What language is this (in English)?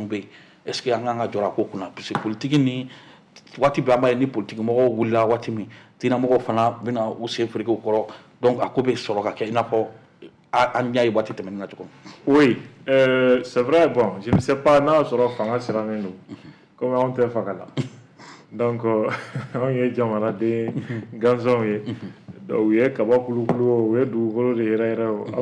Bambara